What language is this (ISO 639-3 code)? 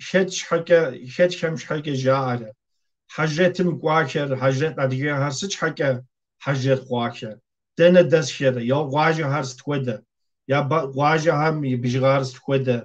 kbd